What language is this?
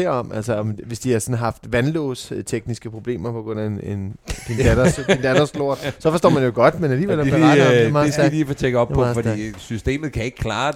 Danish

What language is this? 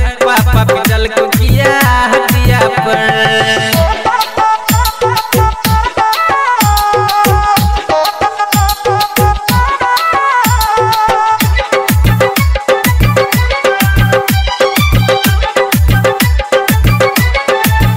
Bhojpuri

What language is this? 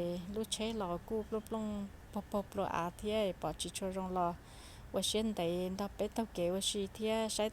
Hmong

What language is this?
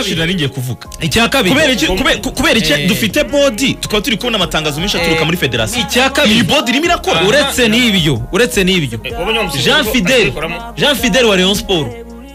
Kinyarwanda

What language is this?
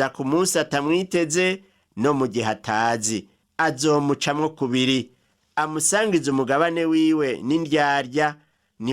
Rundi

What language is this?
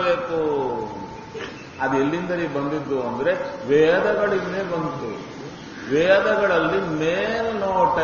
Kannada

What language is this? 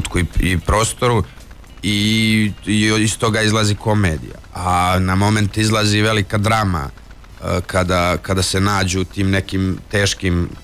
Serbian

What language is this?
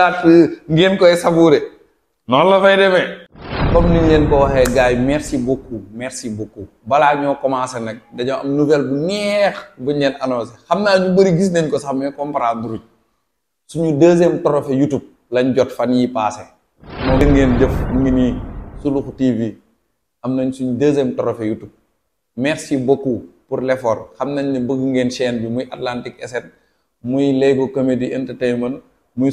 Wolof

